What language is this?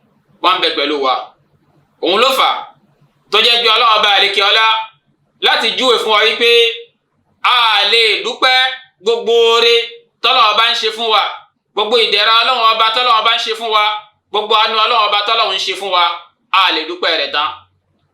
Yoruba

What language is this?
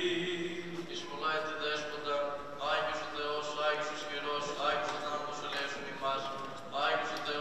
Greek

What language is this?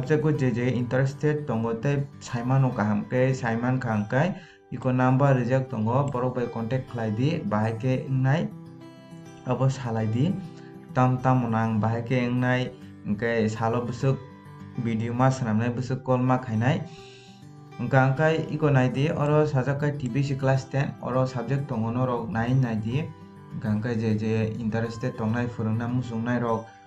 Kok Borok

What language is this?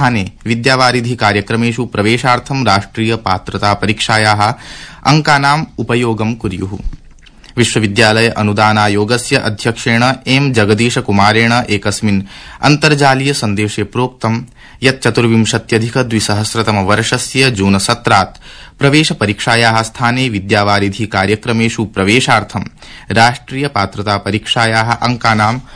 Sanskrit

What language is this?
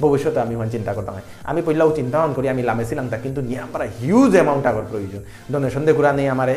Bishnupriya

